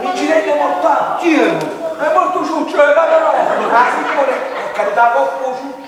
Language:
Neapolitan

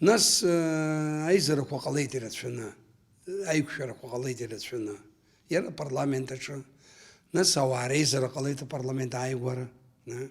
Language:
Abkhazian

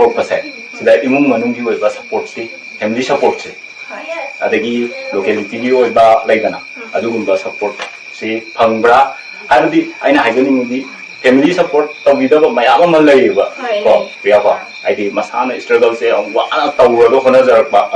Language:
Manipuri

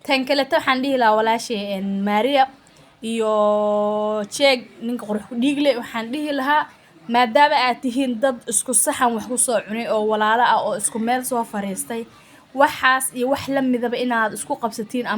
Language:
Somali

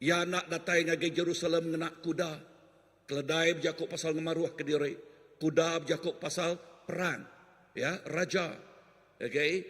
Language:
Iban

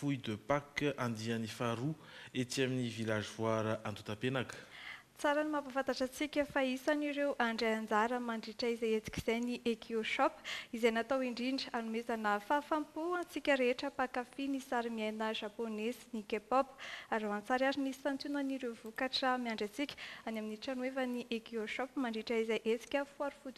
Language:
Malagasy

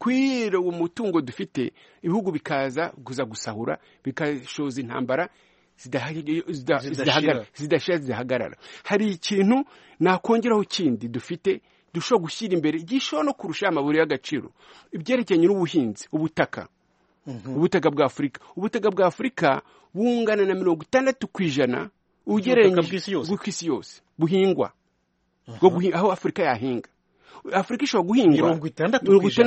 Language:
Kinyarwanda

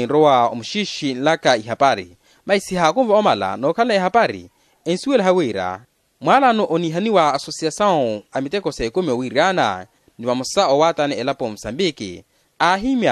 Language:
Makhuwa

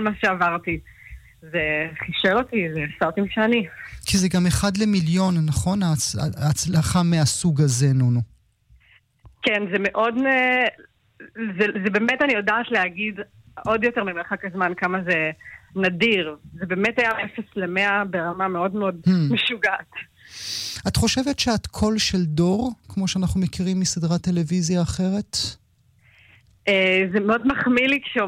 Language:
Hebrew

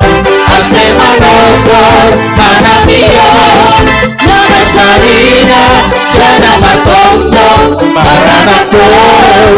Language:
Batak Simalungun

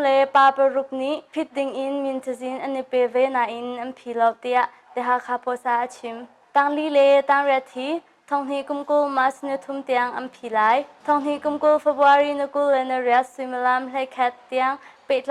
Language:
Hakha Chin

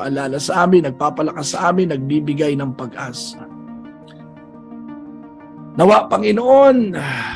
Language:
Filipino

